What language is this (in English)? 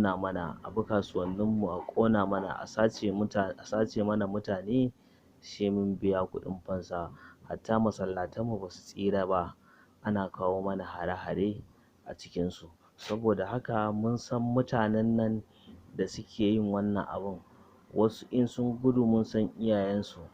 Hausa